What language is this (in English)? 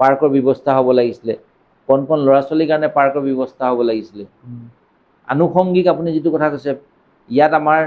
Assamese